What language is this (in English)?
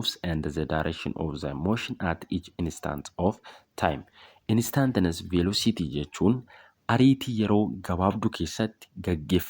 Oromo